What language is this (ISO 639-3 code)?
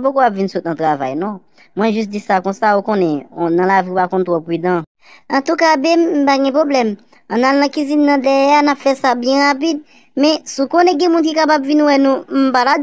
hat